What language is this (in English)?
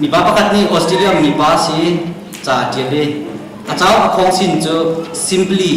Hakha Chin